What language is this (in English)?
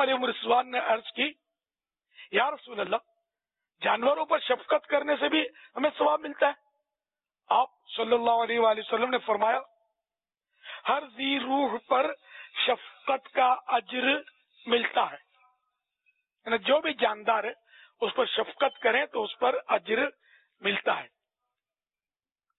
Urdu